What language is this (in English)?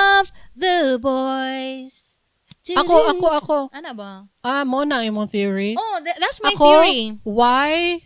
Cebuano